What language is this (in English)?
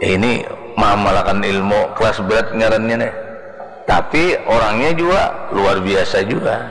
Banjar